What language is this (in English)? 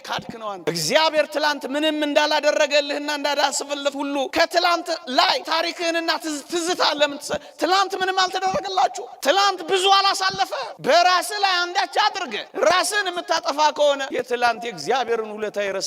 Amharic